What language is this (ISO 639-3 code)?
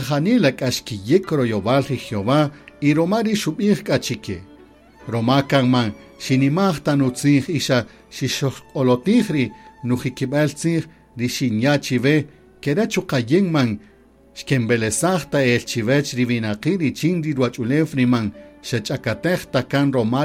cak